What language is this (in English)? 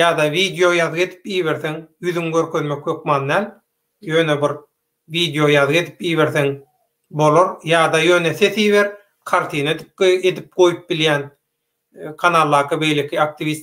Turkmen